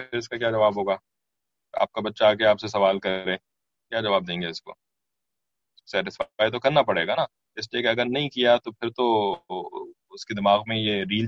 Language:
Urdu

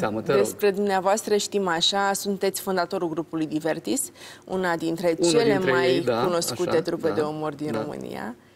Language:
Romanian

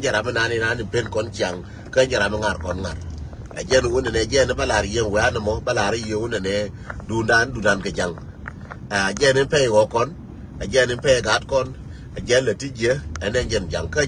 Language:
Nuer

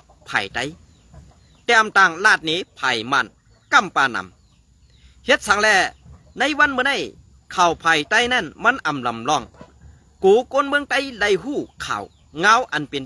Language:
Shan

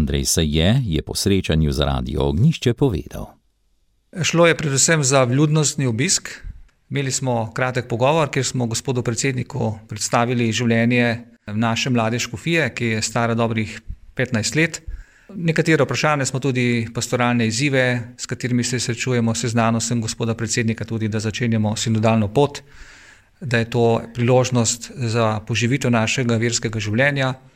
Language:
Slovenian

